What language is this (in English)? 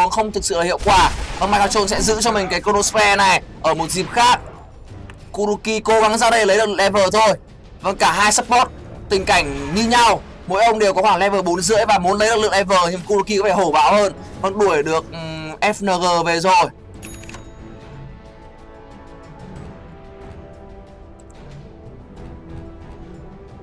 Vietnamese